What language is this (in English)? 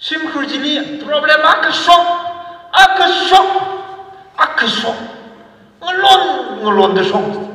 Tangkhul Naga (India)